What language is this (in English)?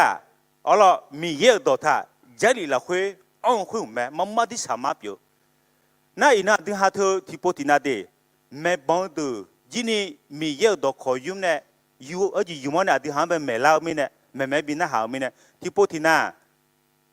Akha